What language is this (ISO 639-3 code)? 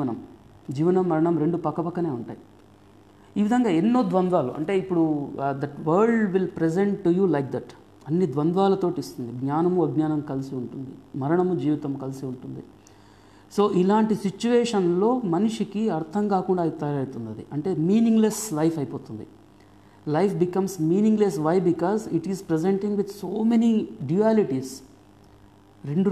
tel